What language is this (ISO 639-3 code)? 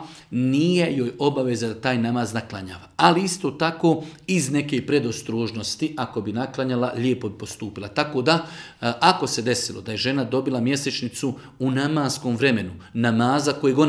bos